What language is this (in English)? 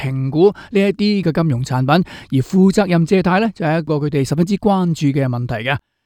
Cantonese